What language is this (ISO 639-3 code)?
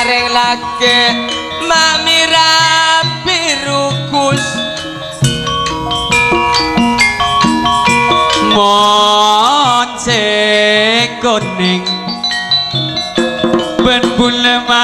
mad